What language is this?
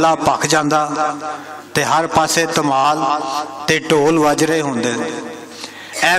Western Panjabi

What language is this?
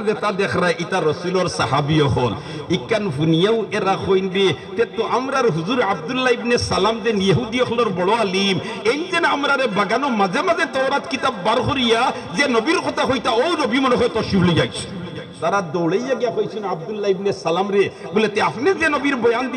Sylheti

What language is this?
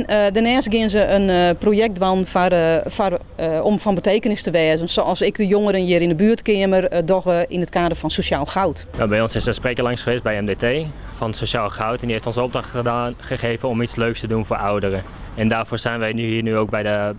Western Frisian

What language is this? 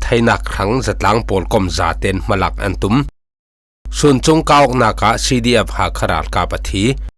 Falam Chin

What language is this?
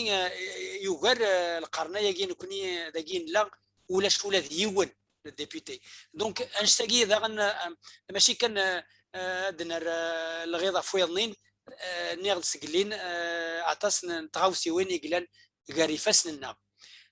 Kabyle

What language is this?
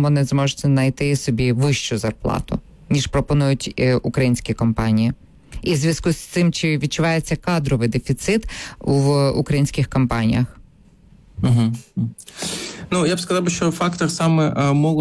Ukrainian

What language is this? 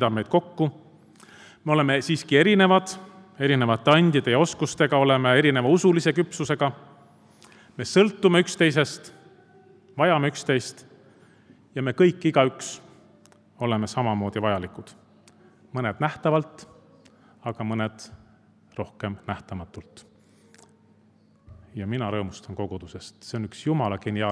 Estonian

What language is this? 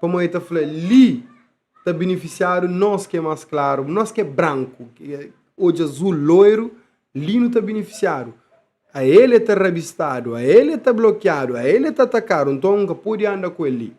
Kabuverdianu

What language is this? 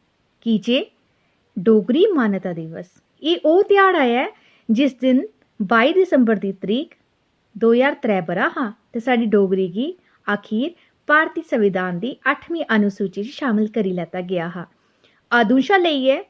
Dogri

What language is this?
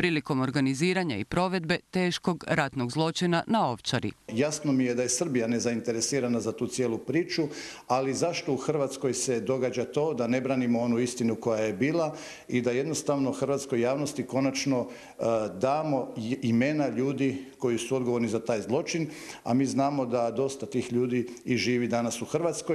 Croatian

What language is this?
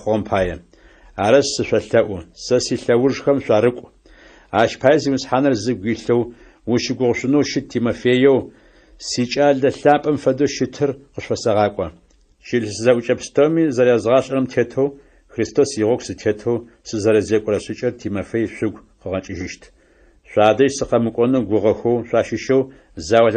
Adyghe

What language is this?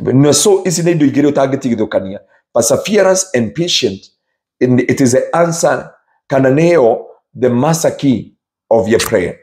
Kikuyu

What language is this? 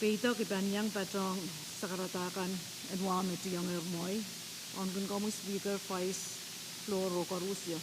Pohnpeian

